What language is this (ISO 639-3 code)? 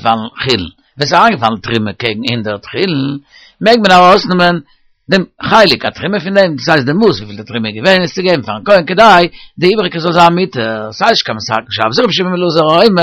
yid